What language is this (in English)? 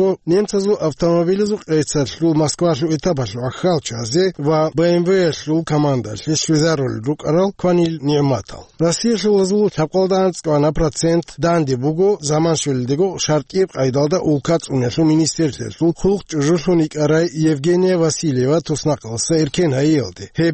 Avaric